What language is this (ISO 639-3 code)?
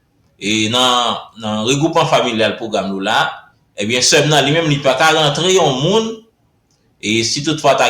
hat